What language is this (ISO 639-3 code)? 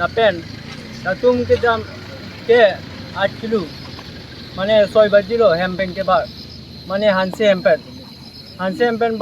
mjw